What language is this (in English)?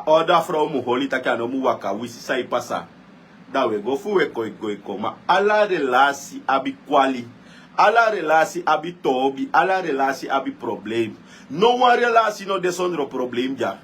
Sranan Tongo